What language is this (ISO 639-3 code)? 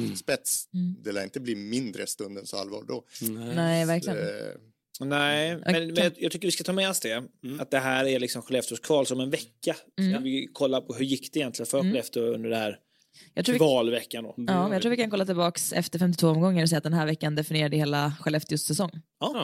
swe